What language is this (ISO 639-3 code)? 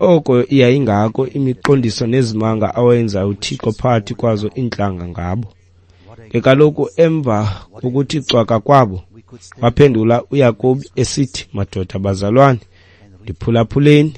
xho